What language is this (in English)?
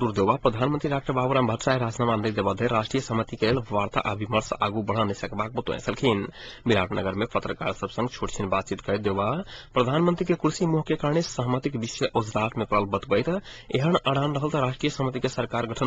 Maithili